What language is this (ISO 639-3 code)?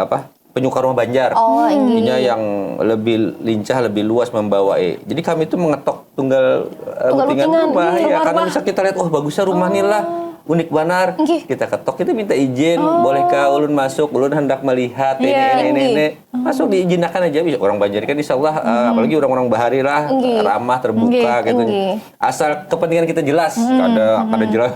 bjn